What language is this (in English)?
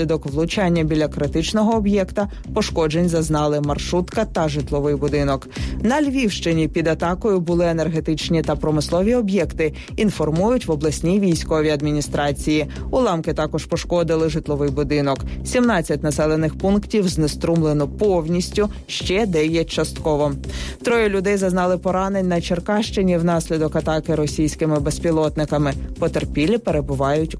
Ukrainian